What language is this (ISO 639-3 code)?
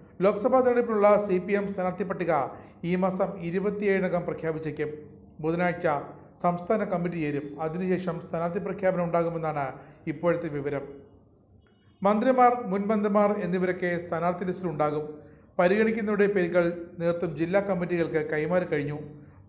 mal